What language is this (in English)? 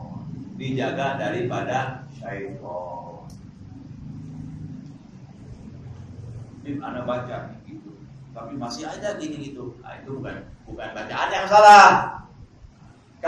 Indonesian